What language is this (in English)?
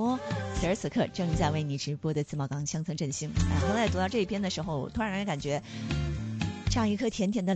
Chinese